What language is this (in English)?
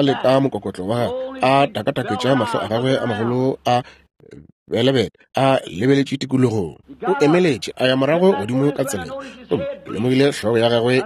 Northern Sotho